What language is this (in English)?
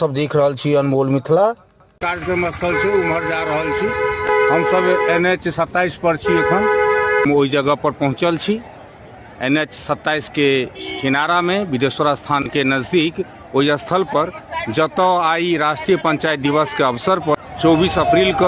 Maithili